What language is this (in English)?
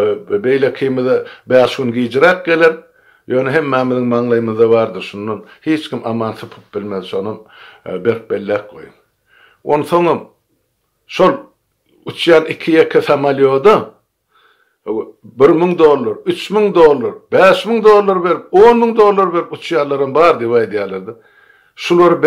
Turkmen